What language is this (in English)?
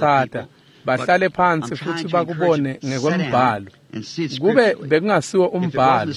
Swati